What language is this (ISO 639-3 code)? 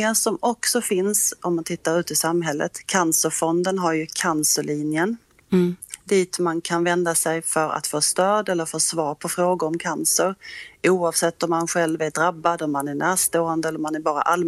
swe